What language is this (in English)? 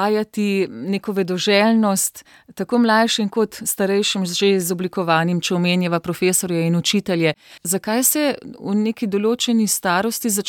Slovenian